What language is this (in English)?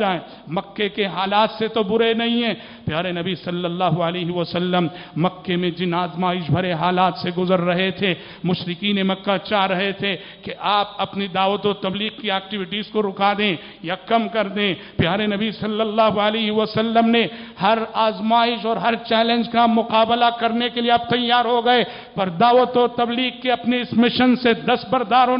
Urdu